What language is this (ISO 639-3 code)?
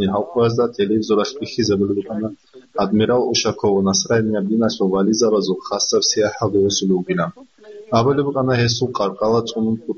ava